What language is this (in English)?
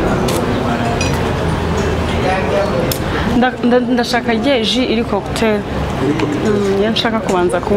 Kinyarwanda